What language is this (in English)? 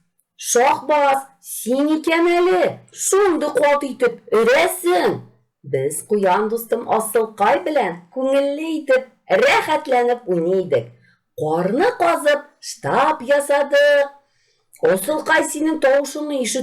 Tatar